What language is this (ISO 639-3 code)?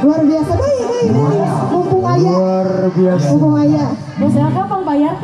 sun